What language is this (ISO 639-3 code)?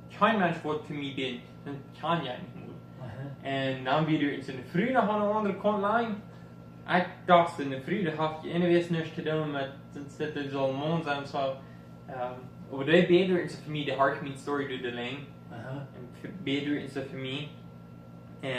pdt